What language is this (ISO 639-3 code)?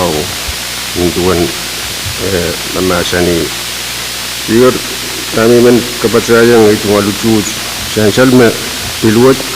pon